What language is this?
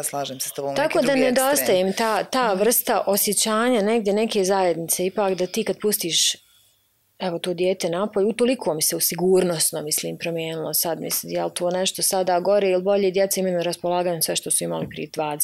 Bosnian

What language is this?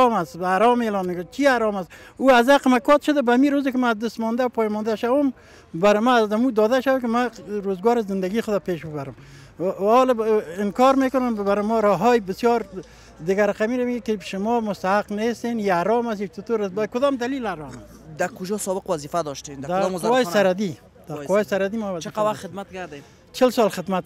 Persian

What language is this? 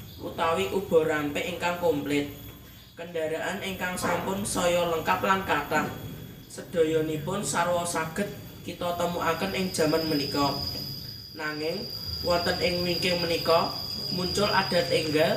Javanese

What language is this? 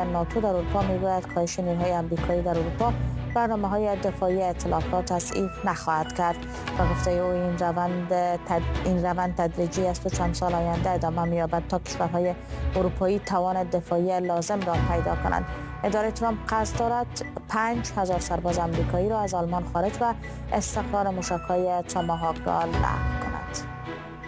Persian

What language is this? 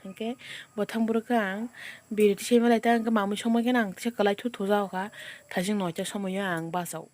Kok Borok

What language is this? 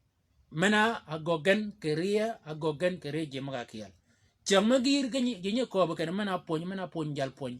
Shilluk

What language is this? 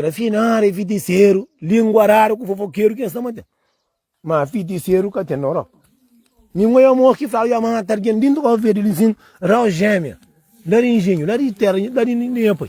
Kabuverdianu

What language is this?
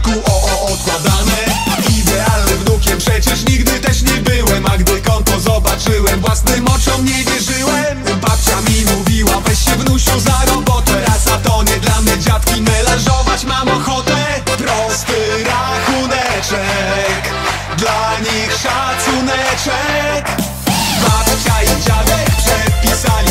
Polish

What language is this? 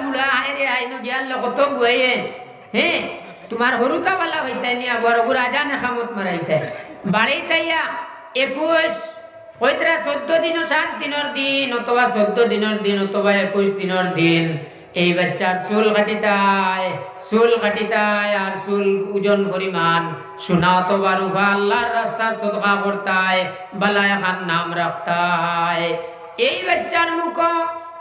Sylheti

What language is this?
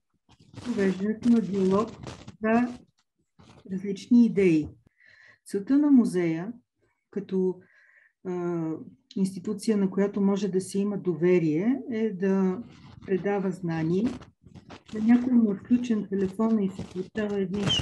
Bulgarian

